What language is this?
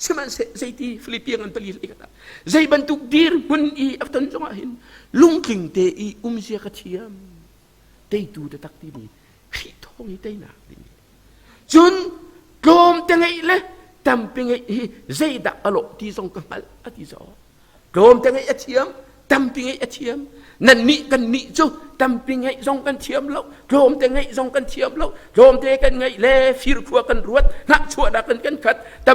Hakha Chin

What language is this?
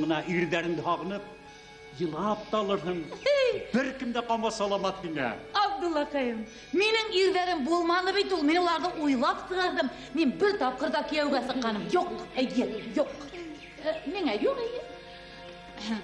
Bashkir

